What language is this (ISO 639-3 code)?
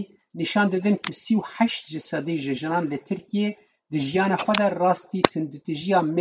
kur